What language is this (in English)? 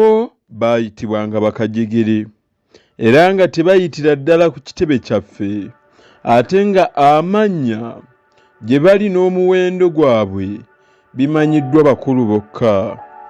Ganda